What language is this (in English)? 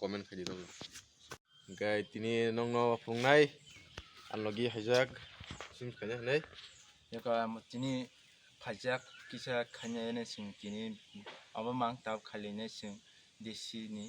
Kok Borok